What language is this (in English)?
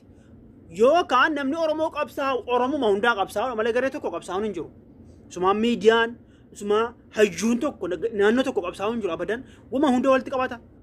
Oromo